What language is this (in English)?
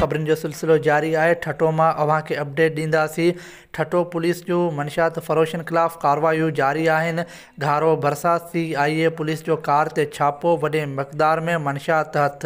Sindhi